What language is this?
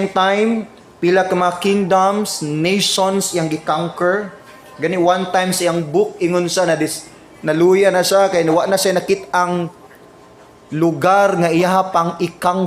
Cebuano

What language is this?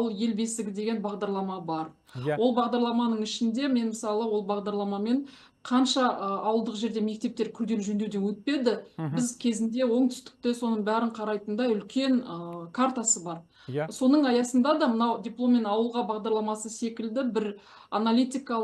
Kazakh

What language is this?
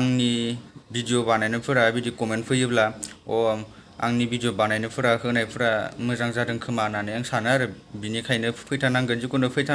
Bodo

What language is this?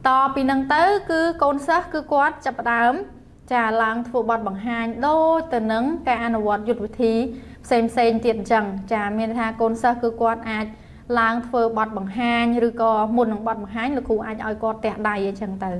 Khmer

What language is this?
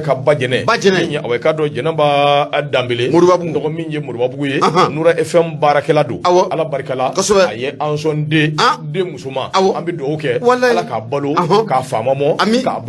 Bambara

